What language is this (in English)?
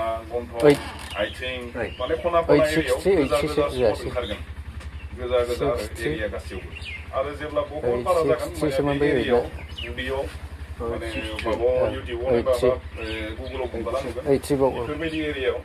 Bodo